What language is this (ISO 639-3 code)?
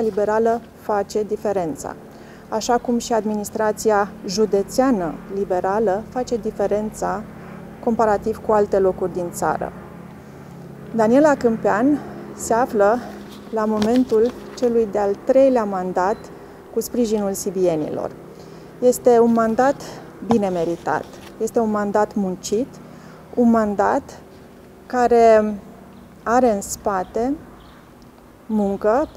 ron